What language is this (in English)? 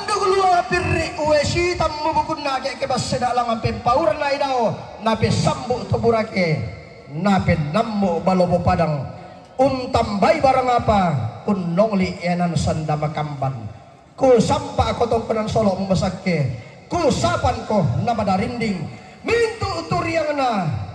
Toraja-Sa'dan